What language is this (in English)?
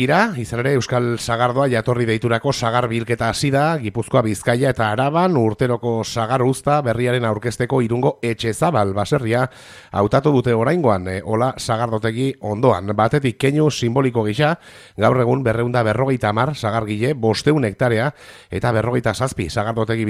Basque